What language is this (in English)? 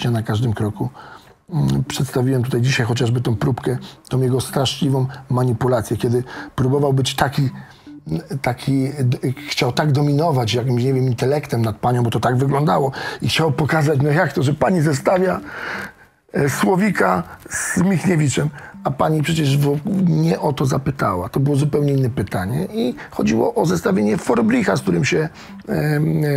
Polish